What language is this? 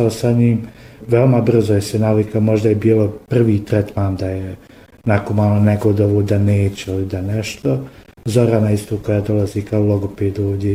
Bosnian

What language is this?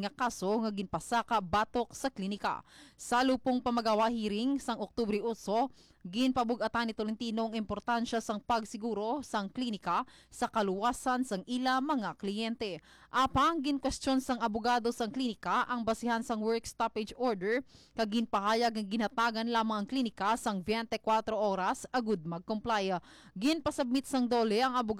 Hiligaynon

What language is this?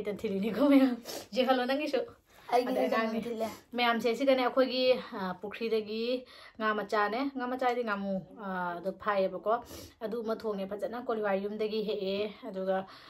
Manipuri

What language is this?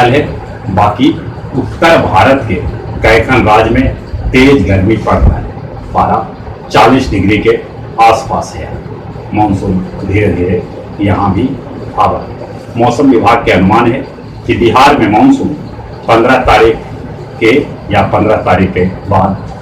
Magahi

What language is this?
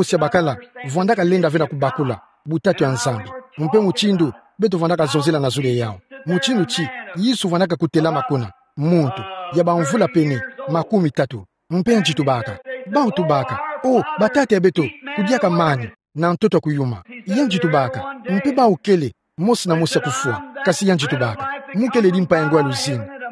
Kituba (Democratic Republic of Congo)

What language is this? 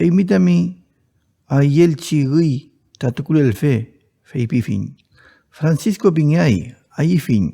Mapuche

